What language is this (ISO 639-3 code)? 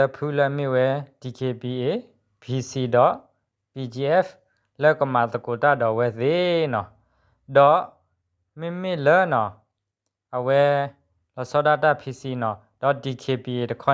ksw